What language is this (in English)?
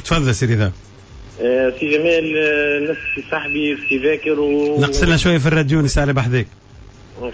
Tunisian Arabic